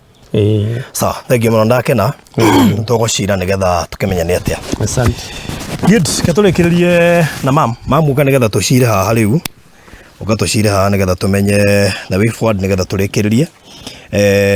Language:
Kikuyu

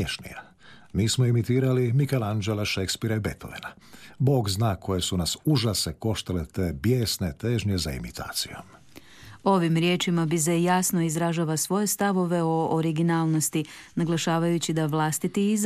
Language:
Croatian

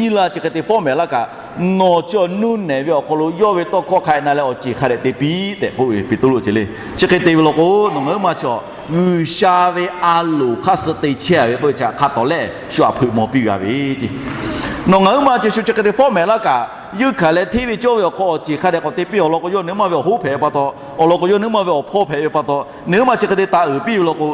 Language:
Lahu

